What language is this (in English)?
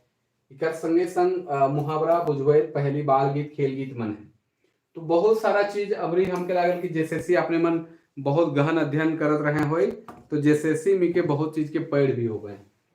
Sadri